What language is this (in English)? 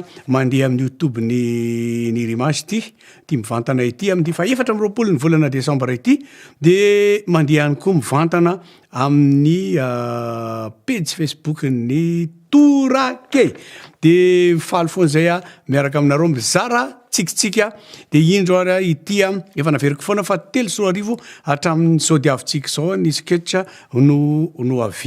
Malagasy